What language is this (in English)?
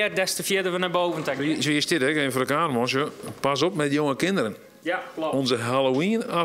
Dutch